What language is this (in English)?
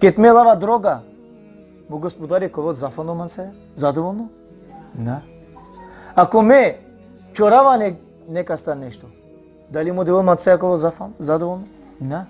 Balkan Romani